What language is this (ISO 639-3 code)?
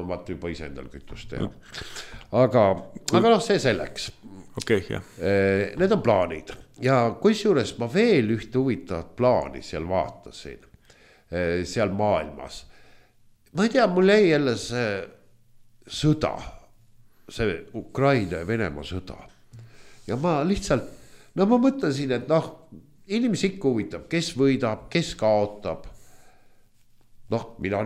est